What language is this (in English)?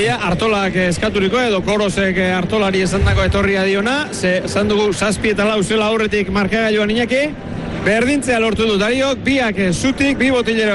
Basque